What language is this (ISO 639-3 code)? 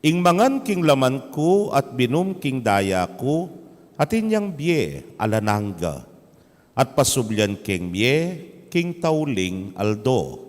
pam